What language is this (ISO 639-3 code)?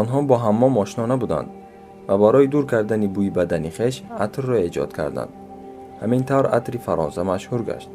tgk